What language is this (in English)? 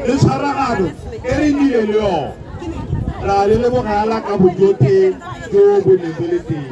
Tswana